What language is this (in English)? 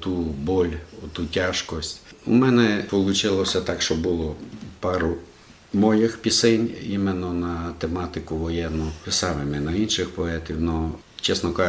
Rusyn